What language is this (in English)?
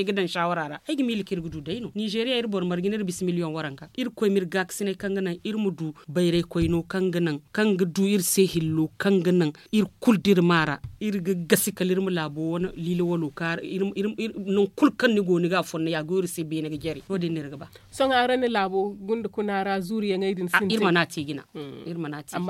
Zarma